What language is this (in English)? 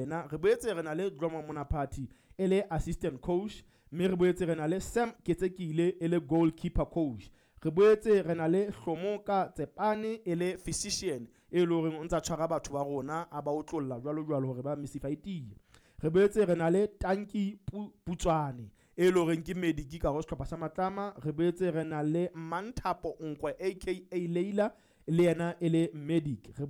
Southern Sotho